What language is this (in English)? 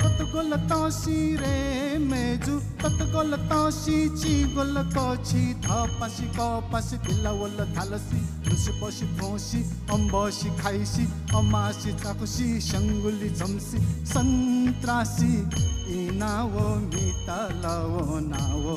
Newari